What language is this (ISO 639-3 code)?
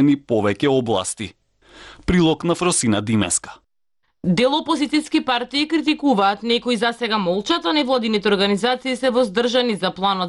mkd